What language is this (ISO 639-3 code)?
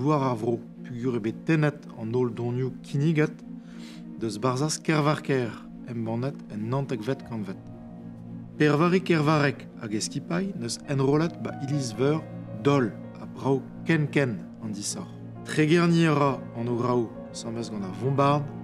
bre